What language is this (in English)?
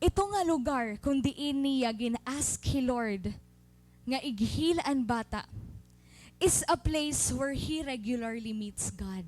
Waray